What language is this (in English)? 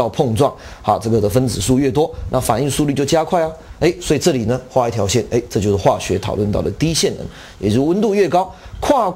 Chinese